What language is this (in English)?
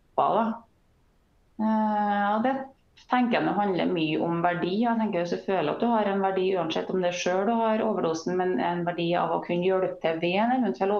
Norwegian